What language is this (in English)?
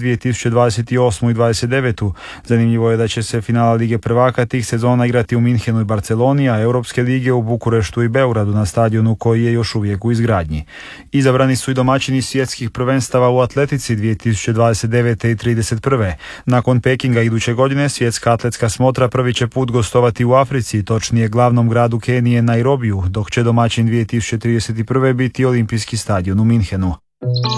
Croatian